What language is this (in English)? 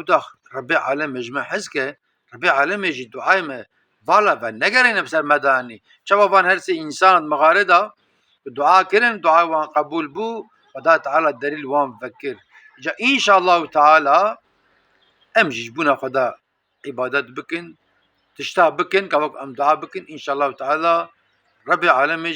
Kurdish